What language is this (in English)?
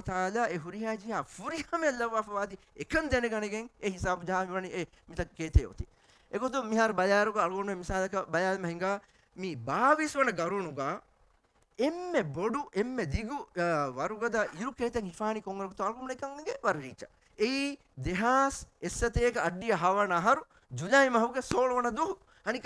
Divehi